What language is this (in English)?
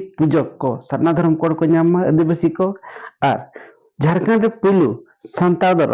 Santali